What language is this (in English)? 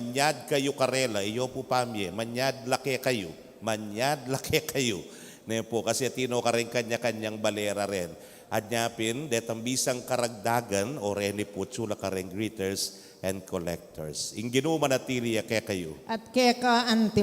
Pampanga